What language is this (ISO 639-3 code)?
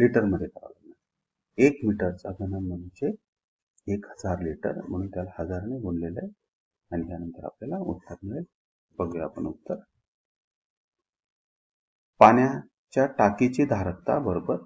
mar